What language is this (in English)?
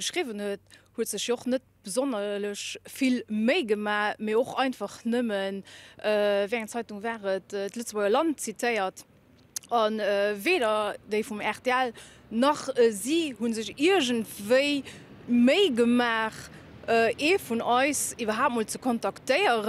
Luxembourgish